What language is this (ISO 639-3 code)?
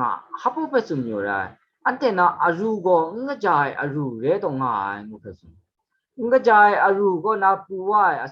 kac